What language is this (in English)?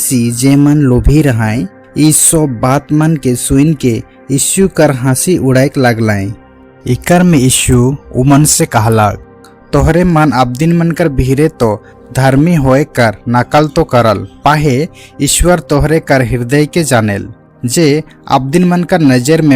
Sadri